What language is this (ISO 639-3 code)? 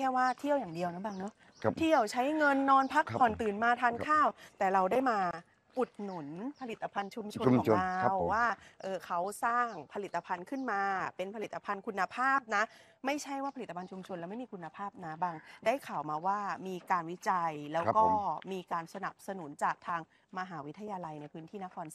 tha